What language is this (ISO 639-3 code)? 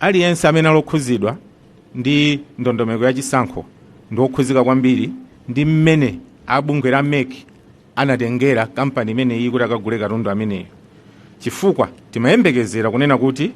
nya